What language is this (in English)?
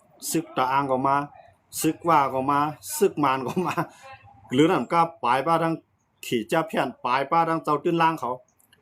Shan